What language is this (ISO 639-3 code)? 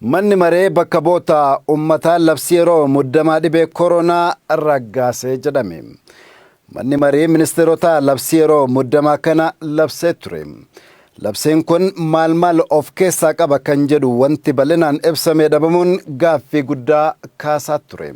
orm